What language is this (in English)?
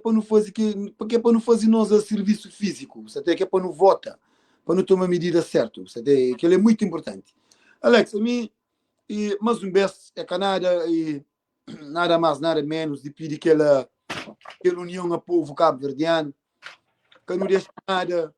Kabuverdianu